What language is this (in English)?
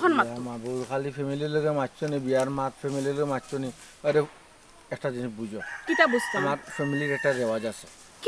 Sylheti